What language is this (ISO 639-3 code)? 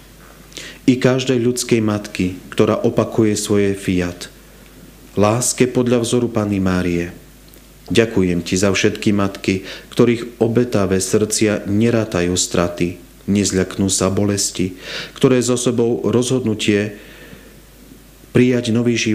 slk